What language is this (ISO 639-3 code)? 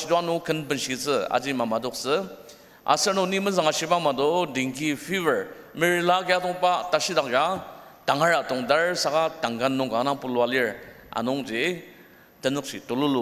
njo